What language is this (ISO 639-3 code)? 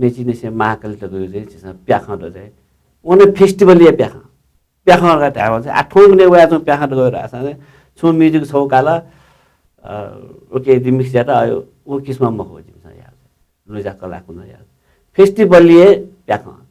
new